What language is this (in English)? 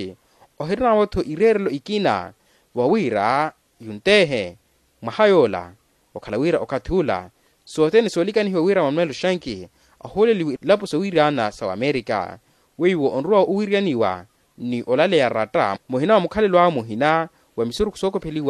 Makhuwa